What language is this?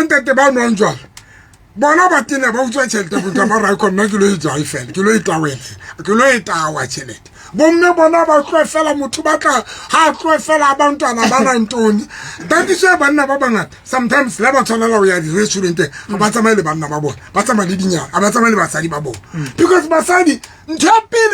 Southern Sotho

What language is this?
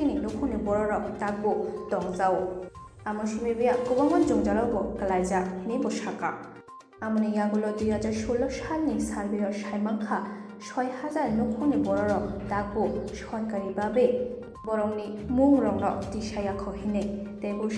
Kok Borok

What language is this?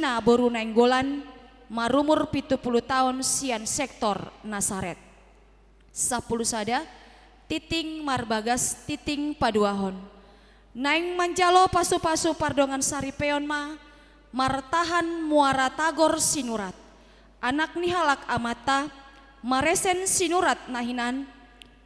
Batak Toba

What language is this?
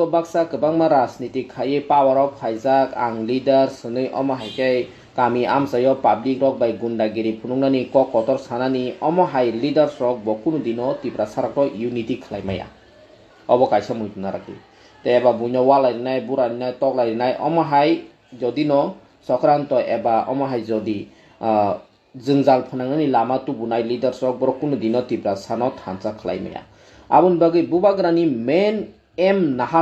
Kok Borok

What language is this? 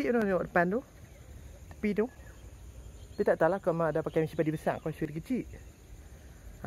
Malay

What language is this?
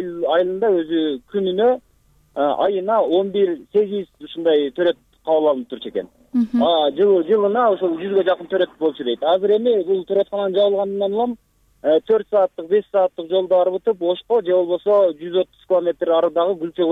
Kyrgyz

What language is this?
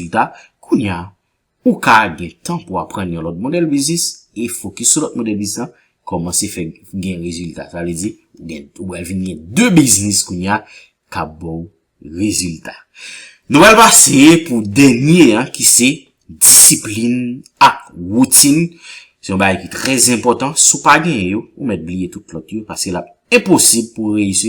Haitian Creole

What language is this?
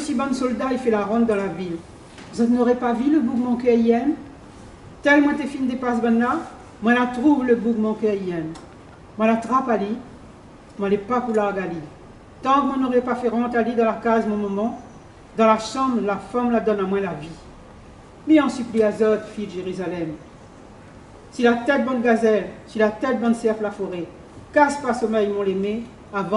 Réunion Creole French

